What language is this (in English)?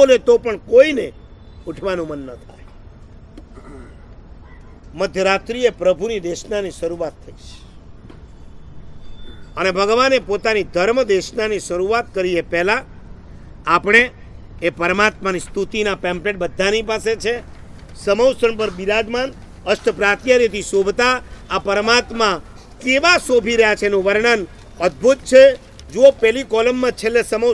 Gujarati